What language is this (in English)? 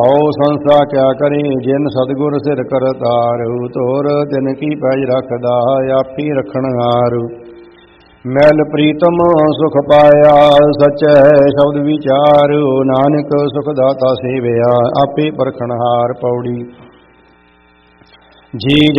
Punjabi